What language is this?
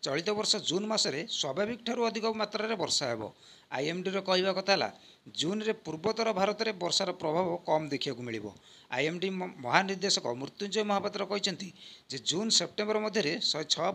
Odia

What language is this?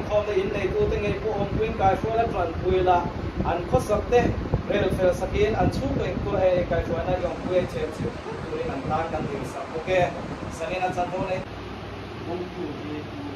Hmar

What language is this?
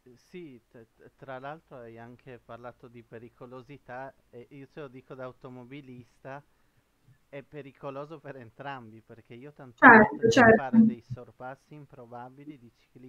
Italian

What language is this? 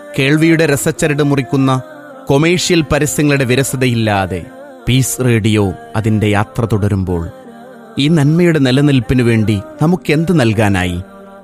Malayalam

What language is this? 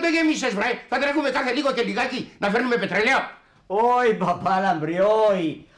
Greek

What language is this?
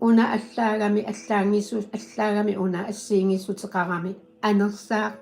Kalaallisut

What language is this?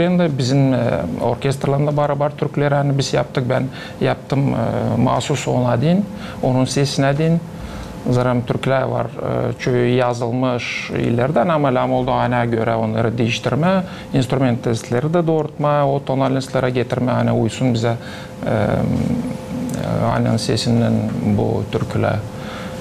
Gagauz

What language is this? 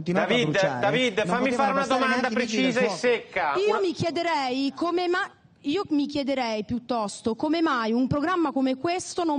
Italian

